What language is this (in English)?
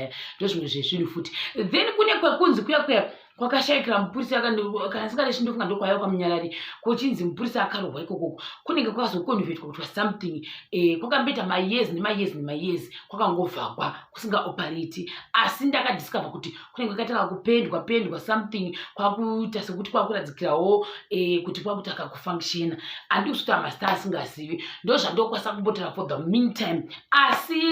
Shona